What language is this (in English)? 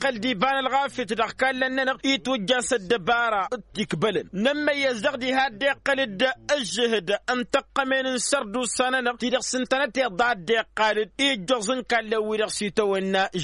Tamasheq